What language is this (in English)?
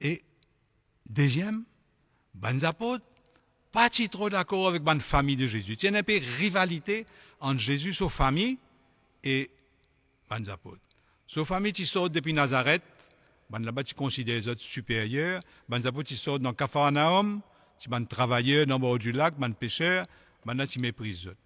Morisyen